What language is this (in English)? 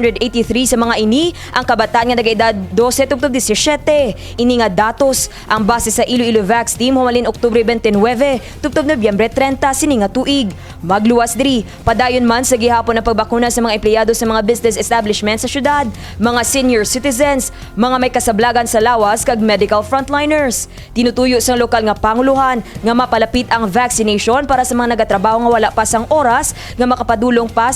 Hiligaynon